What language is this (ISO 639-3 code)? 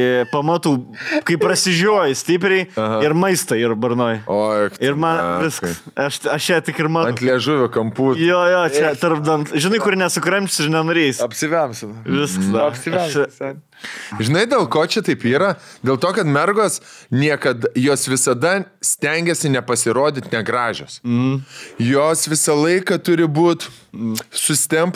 lit